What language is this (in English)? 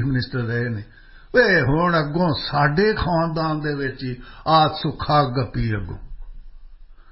Punjabi